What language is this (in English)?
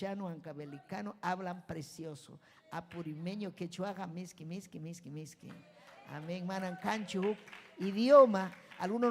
Ayacucho Quechua